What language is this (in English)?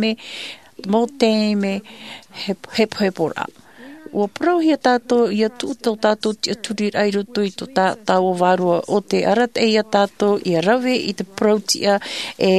Tahitian